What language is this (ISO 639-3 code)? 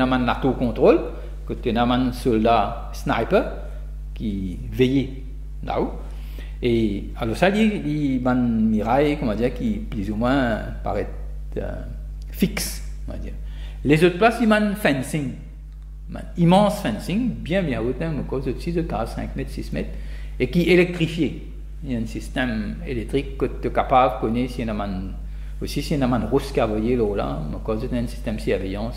mfe